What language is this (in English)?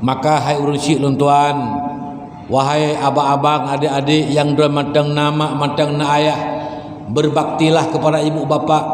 Achinese